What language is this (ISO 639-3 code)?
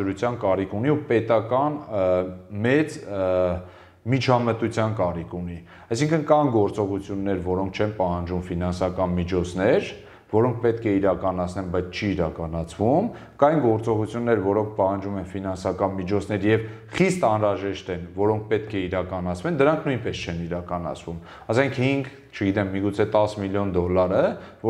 hye